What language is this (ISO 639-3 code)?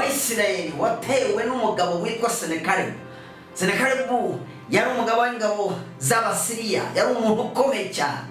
kin